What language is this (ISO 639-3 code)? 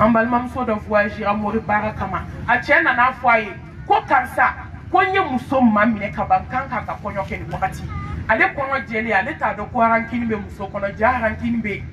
bam